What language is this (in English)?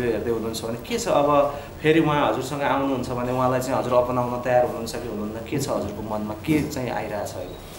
Nepali